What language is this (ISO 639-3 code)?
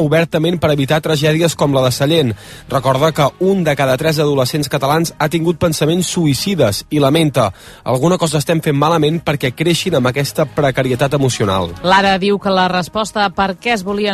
cat